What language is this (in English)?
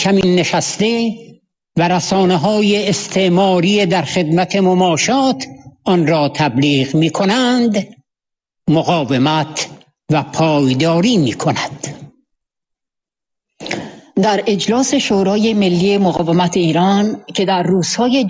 Persian